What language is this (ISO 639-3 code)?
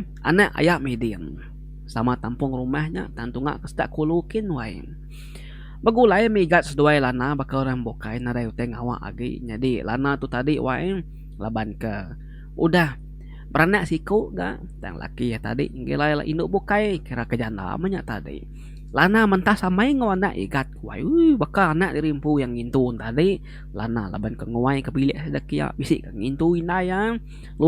iba